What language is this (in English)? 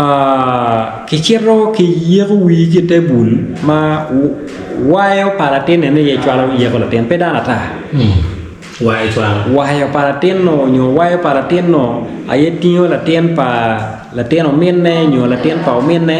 Acoli